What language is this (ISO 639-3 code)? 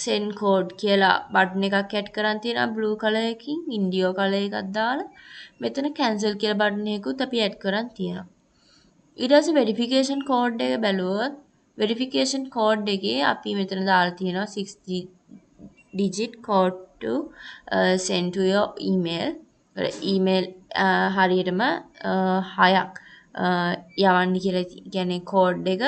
sin